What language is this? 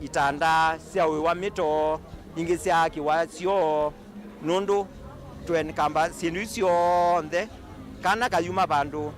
Kamba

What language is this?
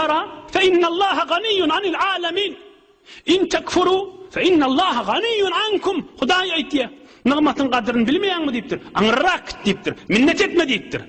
Turkmen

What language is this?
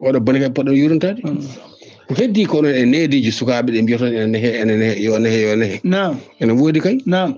Fula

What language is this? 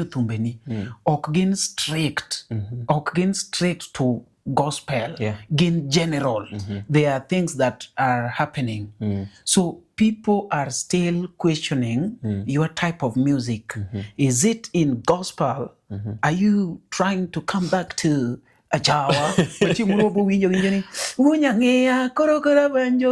Luo (Kenya and Tanzania)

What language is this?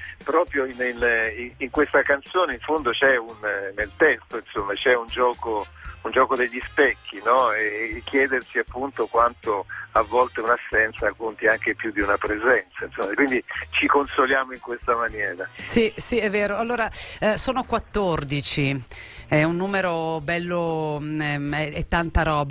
Italian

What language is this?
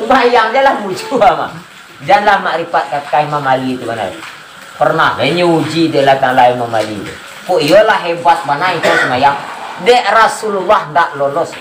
Minangkabau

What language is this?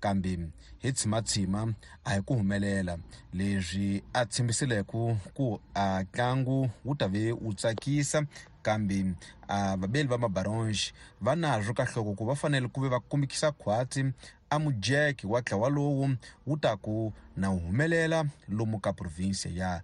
Tsonga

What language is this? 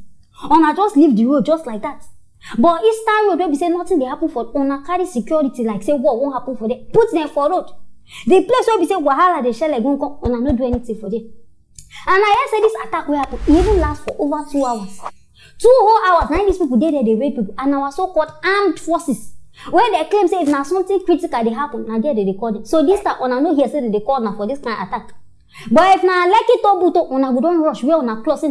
Nigerian Pidgin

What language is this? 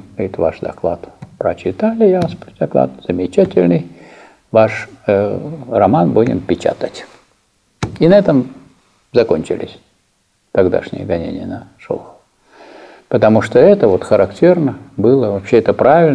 Russian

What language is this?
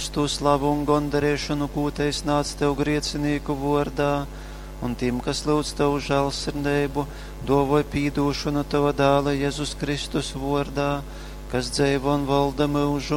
Latgalian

